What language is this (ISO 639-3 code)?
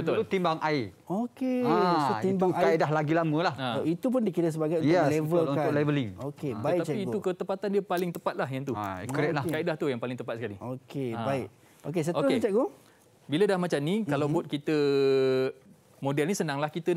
msa